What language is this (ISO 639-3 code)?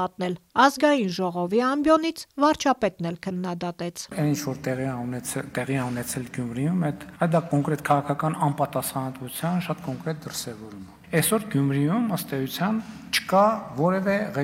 hye